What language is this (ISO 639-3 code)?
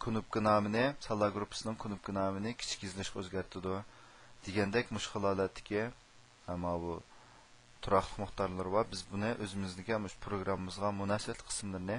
uig